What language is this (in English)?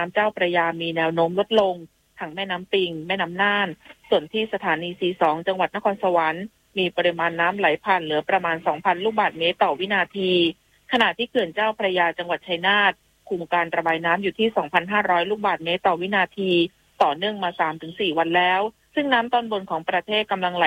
Thai